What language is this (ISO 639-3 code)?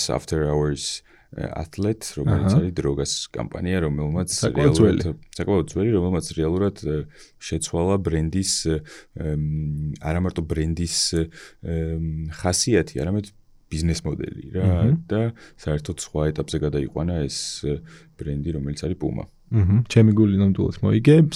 kat